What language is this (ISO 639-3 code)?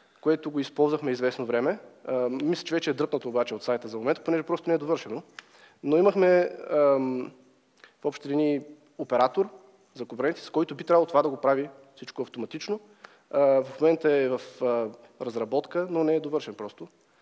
bul